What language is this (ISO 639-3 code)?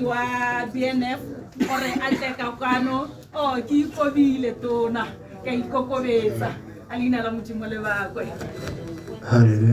tsn